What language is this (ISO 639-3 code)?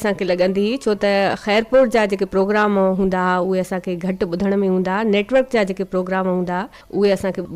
snd